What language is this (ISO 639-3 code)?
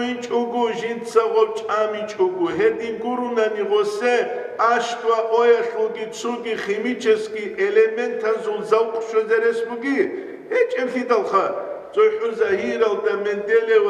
ava